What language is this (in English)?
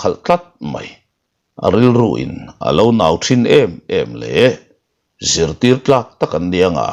Mizo